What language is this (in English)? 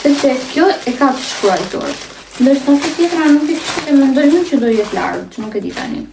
Albanian